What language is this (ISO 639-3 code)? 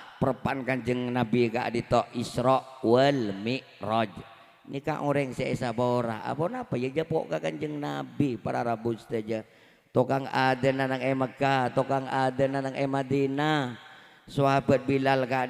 mad